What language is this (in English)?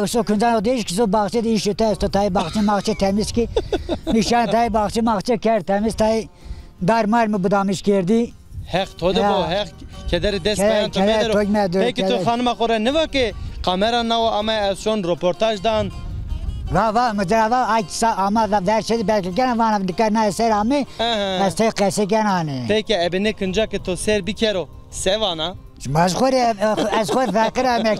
Zaza